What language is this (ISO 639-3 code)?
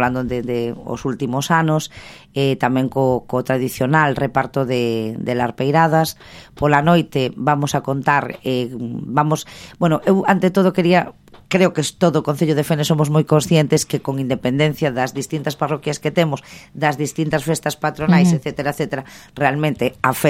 glg